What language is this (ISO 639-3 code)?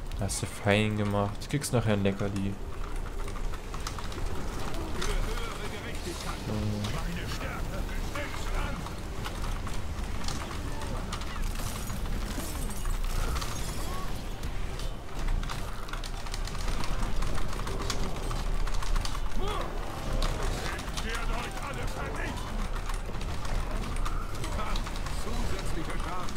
deu